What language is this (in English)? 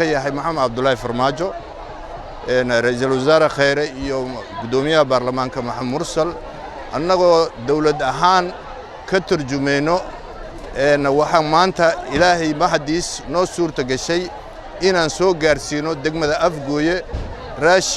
Somali